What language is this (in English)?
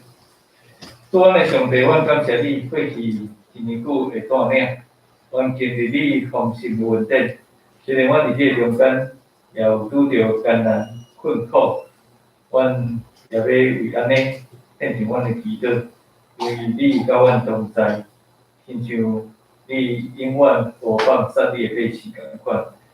Min Nan Chinese